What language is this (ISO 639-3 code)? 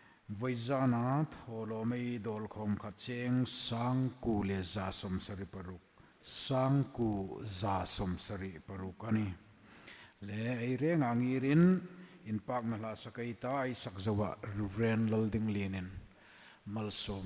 hmr